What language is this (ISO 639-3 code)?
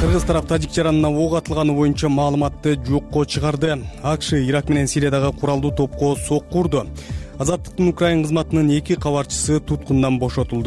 kir